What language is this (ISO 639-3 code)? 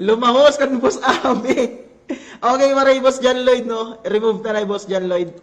war